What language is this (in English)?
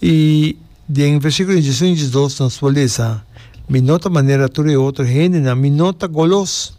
Papiamento